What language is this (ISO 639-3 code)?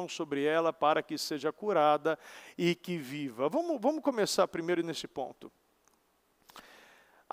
por